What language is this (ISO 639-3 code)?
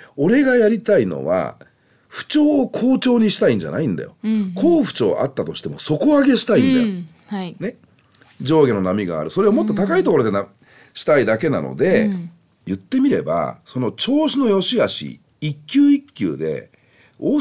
jpn